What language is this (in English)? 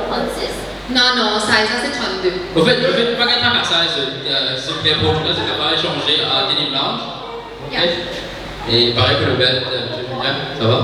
Morisyen